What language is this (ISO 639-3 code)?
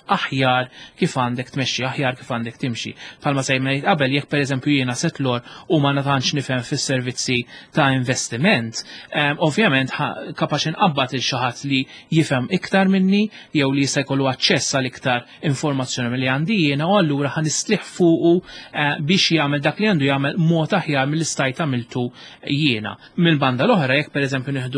mlt